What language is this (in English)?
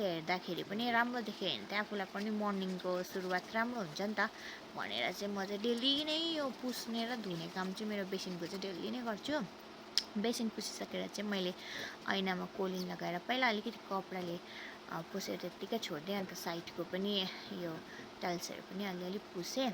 Nepali